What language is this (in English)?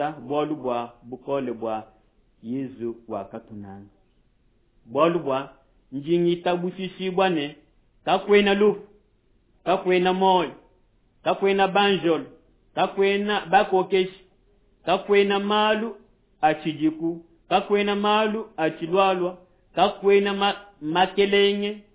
Luba-Lulua